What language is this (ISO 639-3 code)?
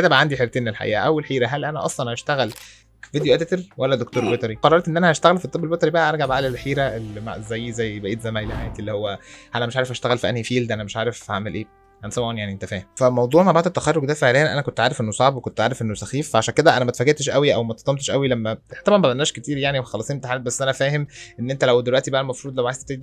arz